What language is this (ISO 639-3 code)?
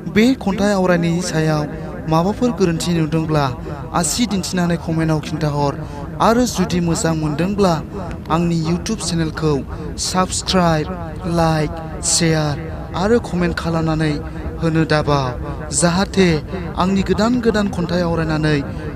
brx